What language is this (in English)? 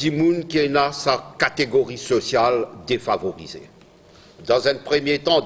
Morisyen